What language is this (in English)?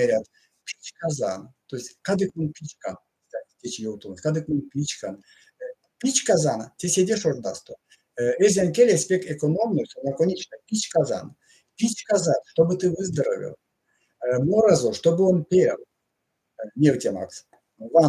Erzya